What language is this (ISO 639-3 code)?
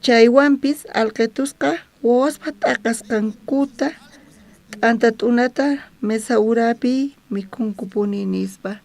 quh